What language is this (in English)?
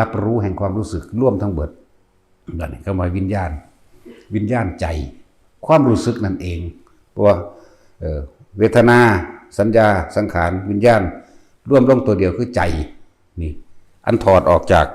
Northeastern Thai